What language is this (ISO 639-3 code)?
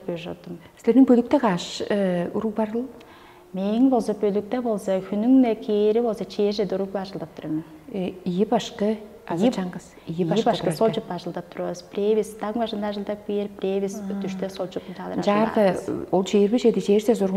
tyv